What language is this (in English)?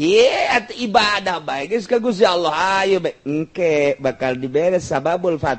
Sundanese